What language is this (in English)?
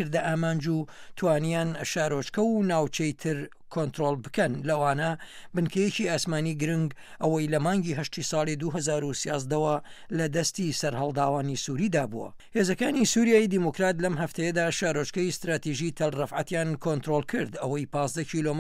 Central Kurdish